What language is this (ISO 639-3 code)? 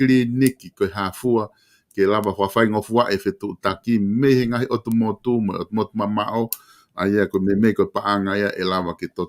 ton